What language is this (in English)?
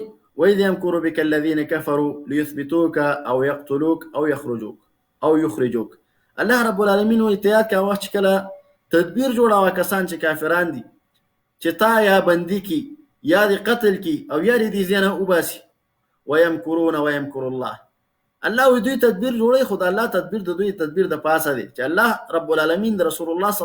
Pashto